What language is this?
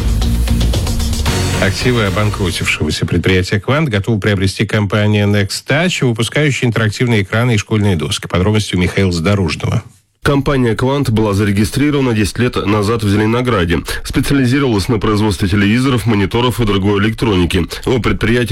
Russian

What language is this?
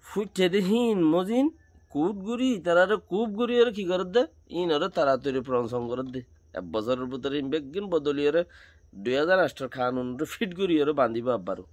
Rohingya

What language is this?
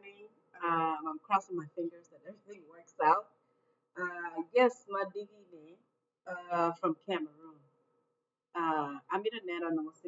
Acoli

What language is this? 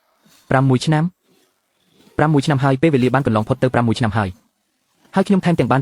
Khmer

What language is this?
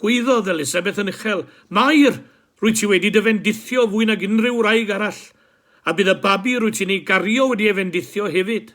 Welsh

